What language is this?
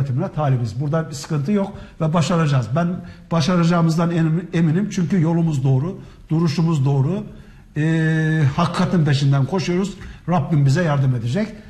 Turkish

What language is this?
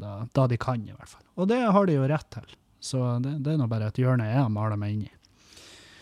Norwegian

